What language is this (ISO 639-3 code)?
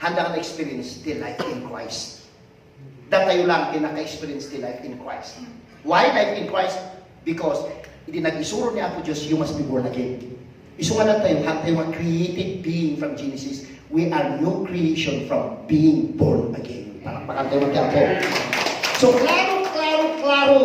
ilo